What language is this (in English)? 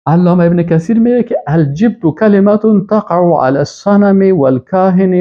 Persian